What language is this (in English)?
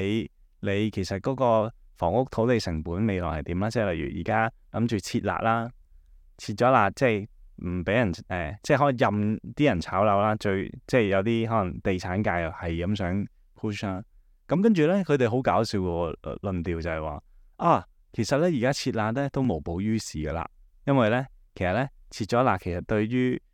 Cantonese